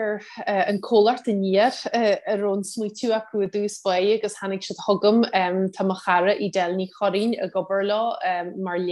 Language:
Irish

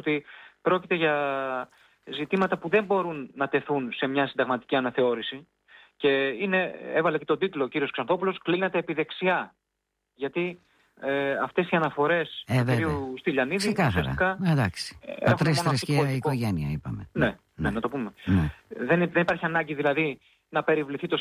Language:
Greek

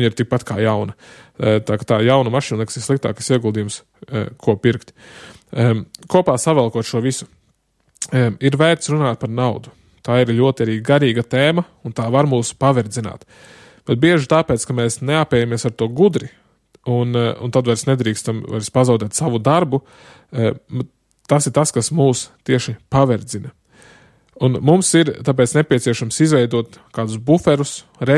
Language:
Latvian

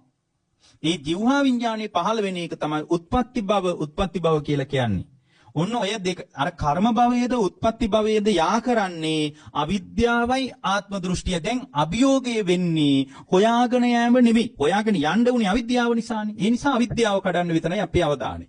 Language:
Sinhala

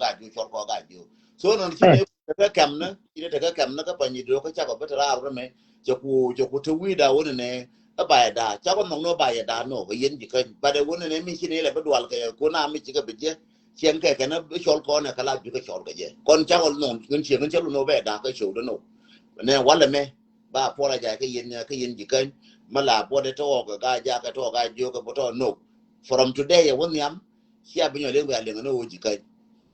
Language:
Nuer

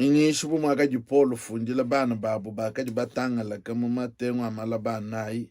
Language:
Luba-Lulua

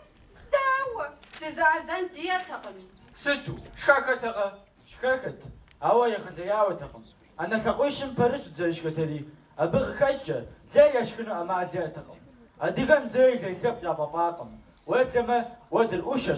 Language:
Kabardian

